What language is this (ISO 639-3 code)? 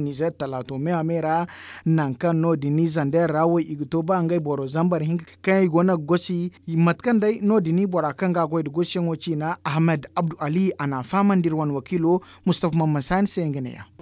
dje